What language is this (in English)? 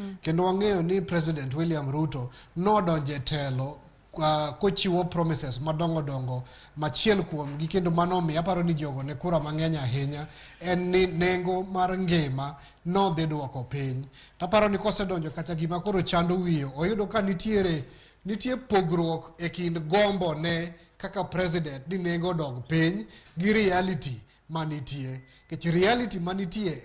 Luo (Kenya and Tanzania)